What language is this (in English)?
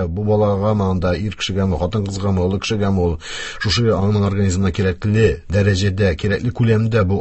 Tatar